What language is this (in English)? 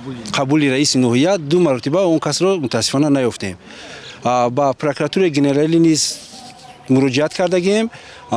Tajik